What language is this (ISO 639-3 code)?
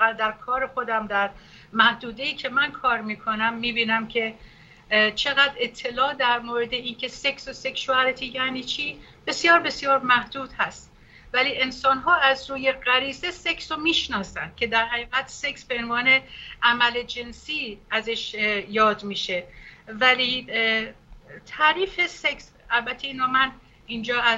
fas